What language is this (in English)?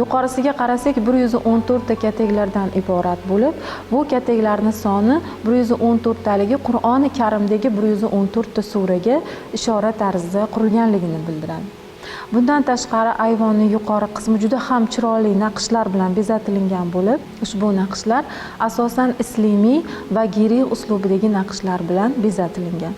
Uzbek